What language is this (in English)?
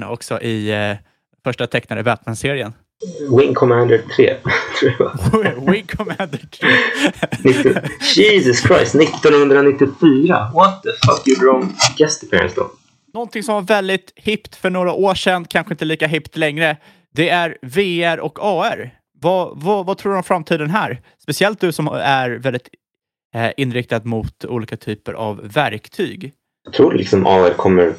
Swedish